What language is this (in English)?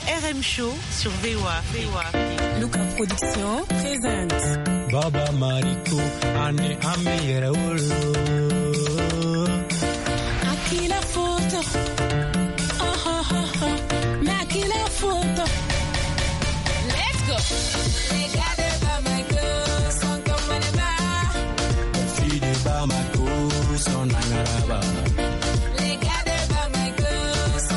French